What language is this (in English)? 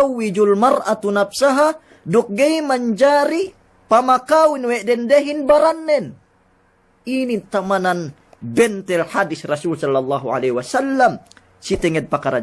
Yakan